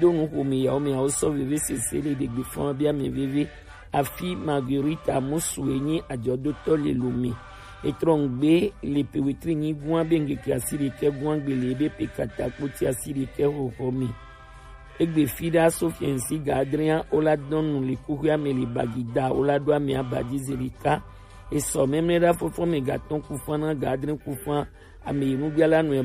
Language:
Gen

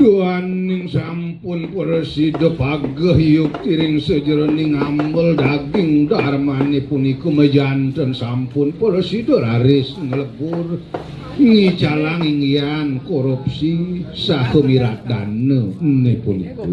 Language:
Balinese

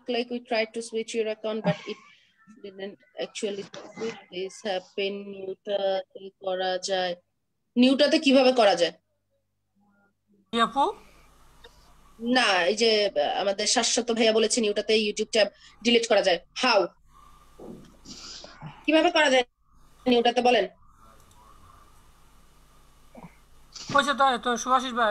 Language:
Bangla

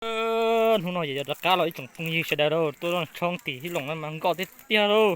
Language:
Hmong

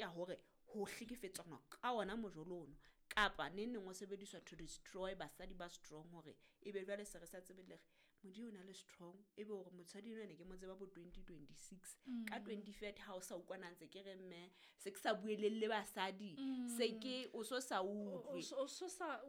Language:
Southern Sotho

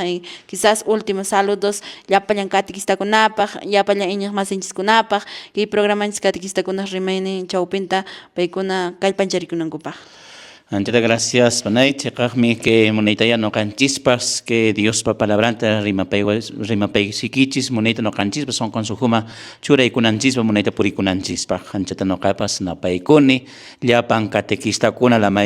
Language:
Quechua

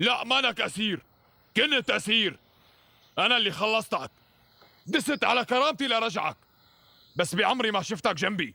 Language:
North Levantine Arabic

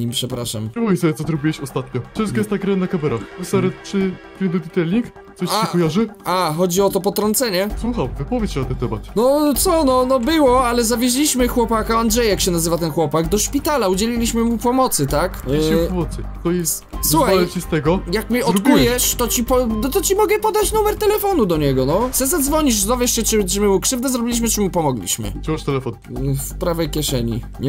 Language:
Polish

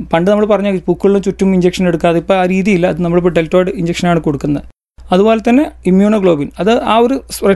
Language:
Malayalam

